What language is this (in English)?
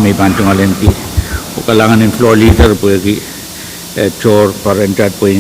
Pohnpeian